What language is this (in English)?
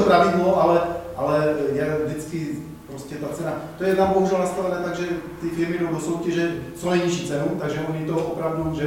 Czech